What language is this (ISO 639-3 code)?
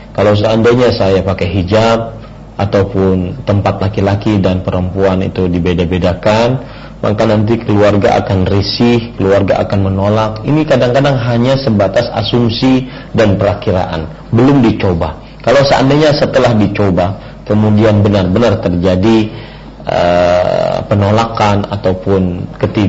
ind